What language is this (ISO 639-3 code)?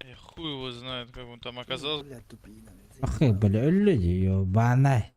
sah